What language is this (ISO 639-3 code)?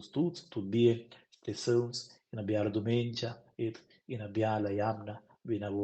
roh